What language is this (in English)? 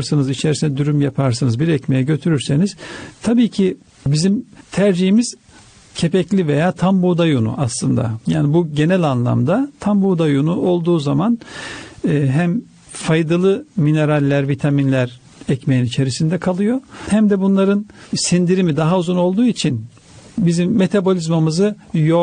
Turkish